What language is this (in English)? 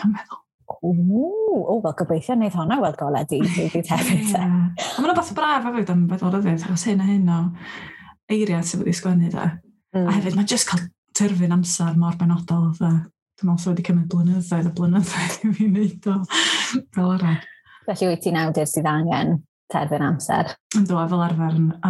Welsh